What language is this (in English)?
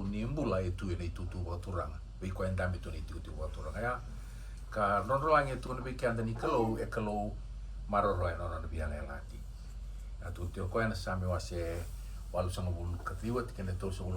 Fijian